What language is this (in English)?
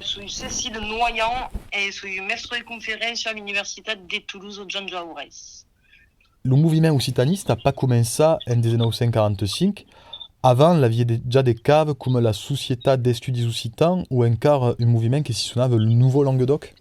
Occitan